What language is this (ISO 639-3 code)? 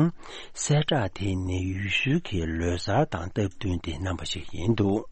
bod